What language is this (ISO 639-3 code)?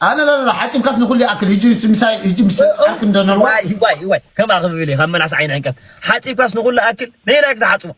tir